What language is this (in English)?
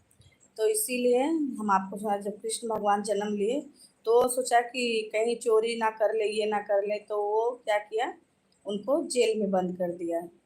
Awadhi